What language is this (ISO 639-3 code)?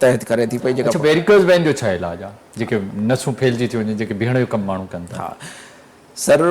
snd